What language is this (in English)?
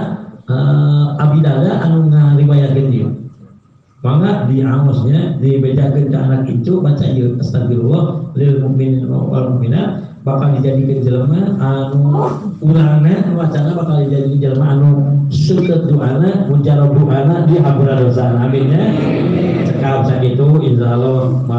Sundanese